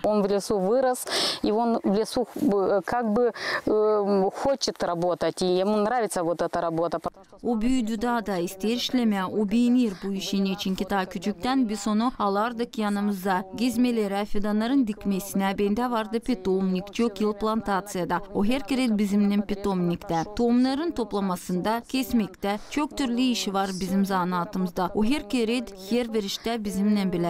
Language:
Gagauz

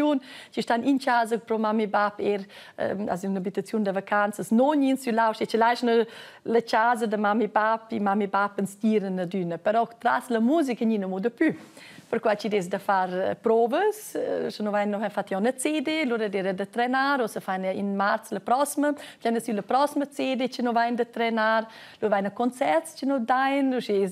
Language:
Romansh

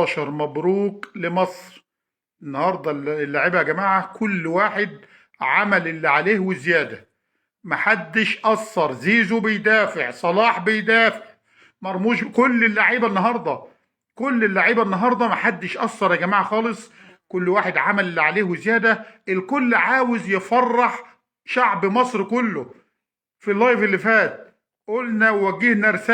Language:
Egyptian Arabic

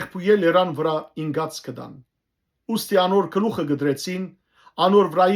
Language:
Western Armenian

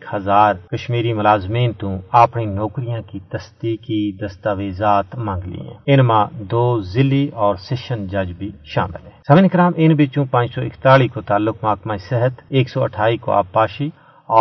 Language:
Gujari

